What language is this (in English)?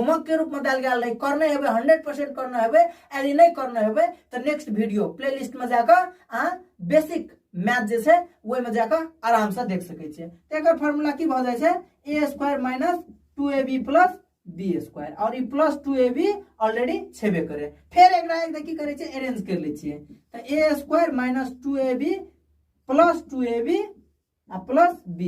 Maithili